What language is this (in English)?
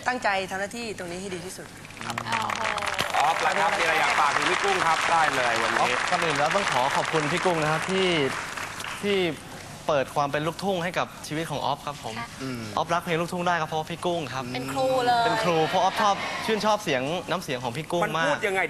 Thai